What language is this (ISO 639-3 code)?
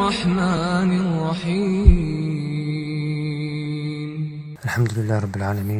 che